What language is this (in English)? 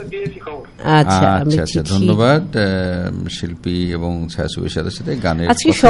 Bangla